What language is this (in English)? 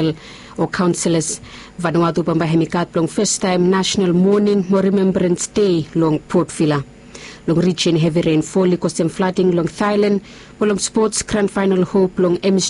Bislama